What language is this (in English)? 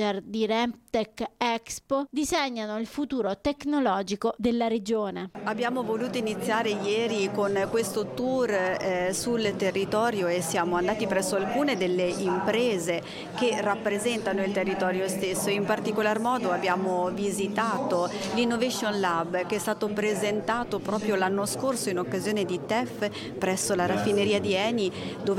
Italian